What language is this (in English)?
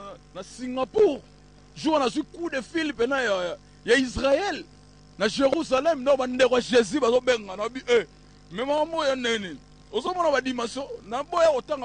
Lingala